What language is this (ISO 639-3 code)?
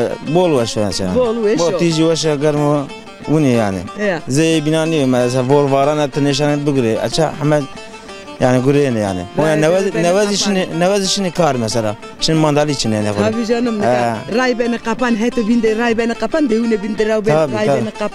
zza